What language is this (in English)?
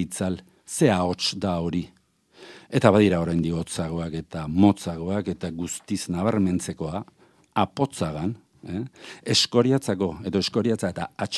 Basque